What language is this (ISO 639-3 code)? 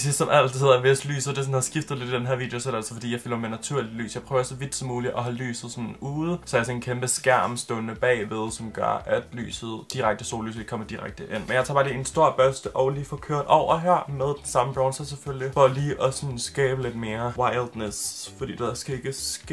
dan